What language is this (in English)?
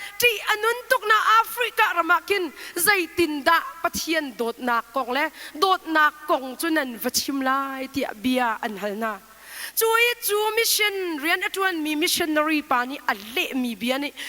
Hakha Chin